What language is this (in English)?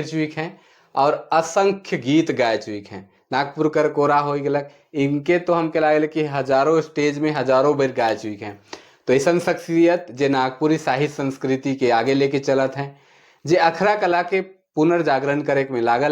Sadri